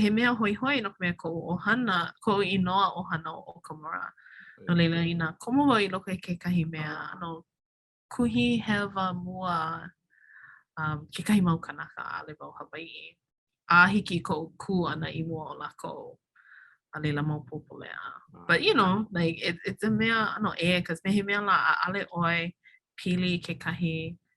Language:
Hawaiian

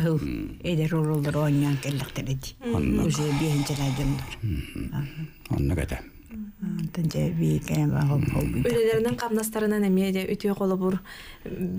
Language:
Yakut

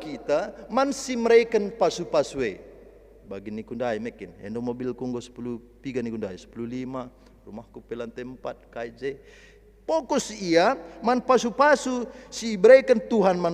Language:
Batak Karo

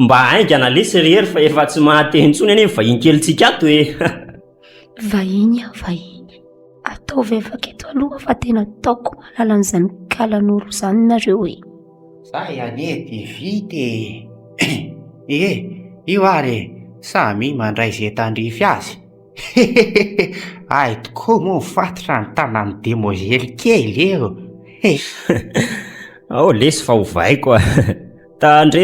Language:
Malagasy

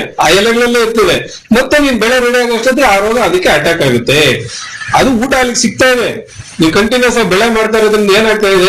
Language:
Kannada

